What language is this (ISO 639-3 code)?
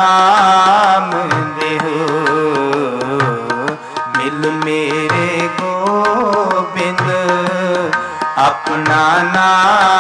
pan